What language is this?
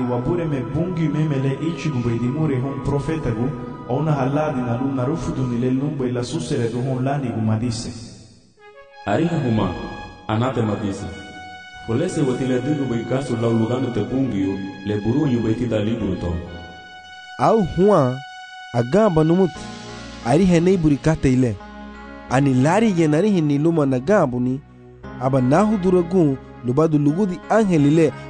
Garifuna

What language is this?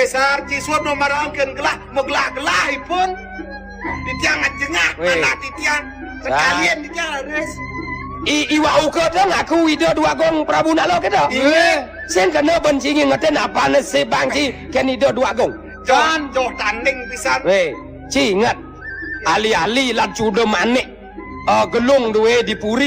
Balinese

